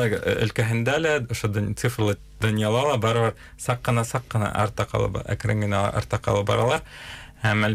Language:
Bashkir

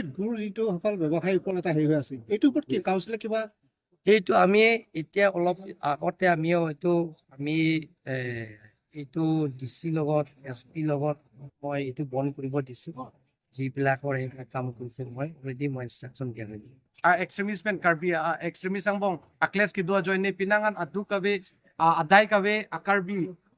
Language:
Karbi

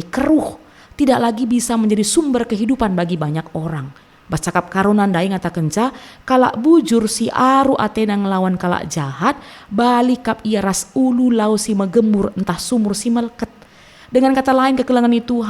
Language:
Batak Karo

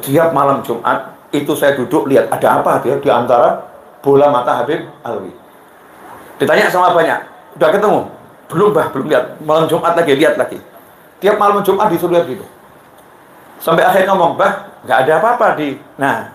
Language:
Indonesian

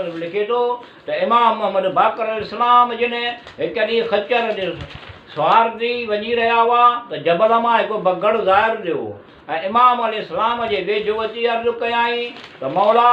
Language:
Sindhi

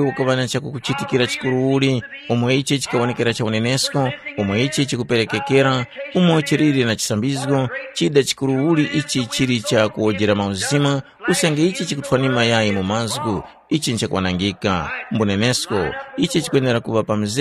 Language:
Tumbuka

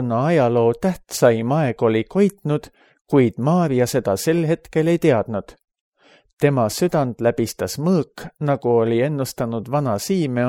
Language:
Estonian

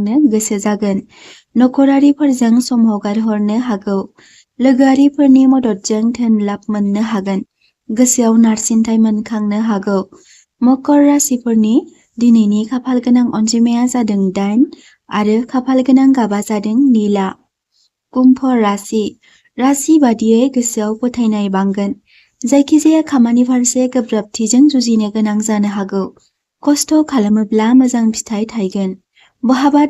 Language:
Bodo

